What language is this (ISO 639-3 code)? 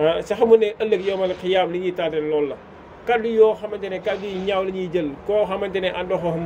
wol